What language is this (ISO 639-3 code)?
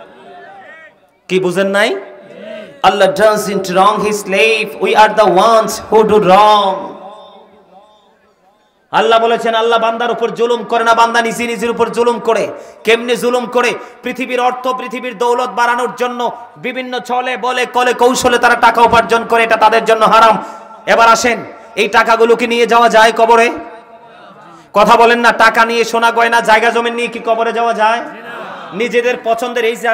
ben